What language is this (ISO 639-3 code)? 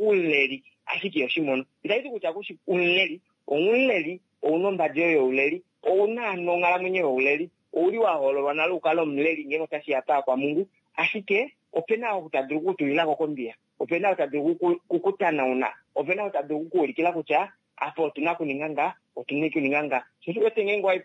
kua